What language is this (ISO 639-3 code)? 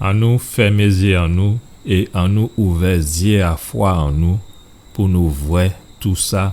gcf